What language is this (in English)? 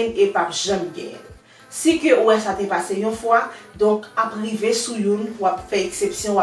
Haitian Creole